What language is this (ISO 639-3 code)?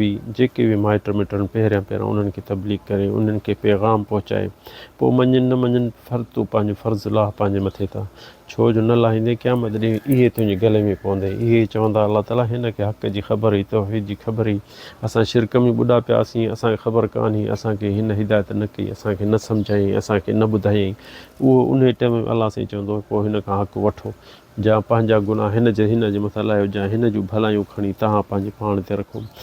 snd